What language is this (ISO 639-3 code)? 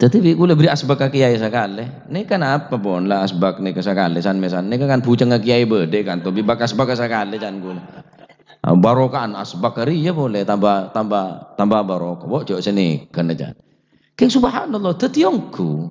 mad